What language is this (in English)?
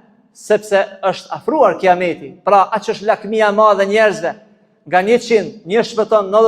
Albanian